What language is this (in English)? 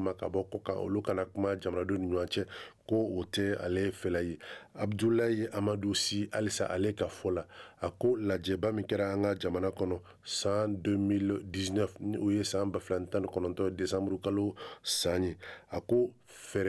Bambara